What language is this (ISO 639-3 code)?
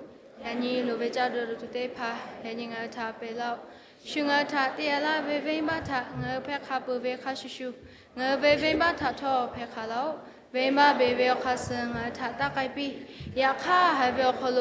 lhu